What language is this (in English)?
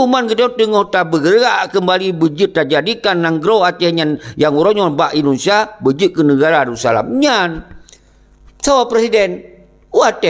Achinese